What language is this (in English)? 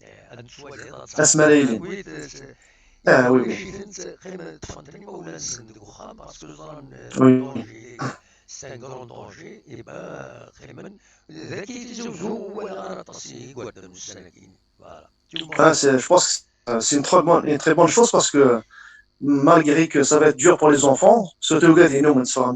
Kabyle